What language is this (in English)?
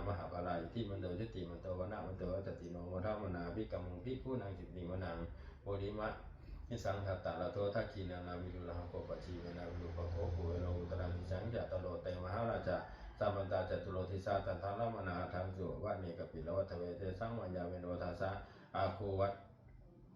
Pali